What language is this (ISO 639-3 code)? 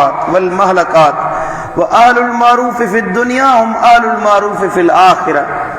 snd